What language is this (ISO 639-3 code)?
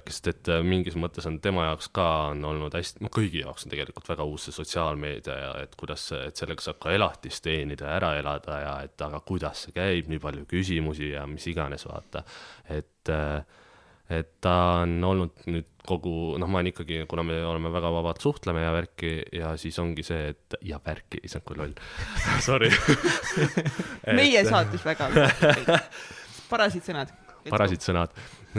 est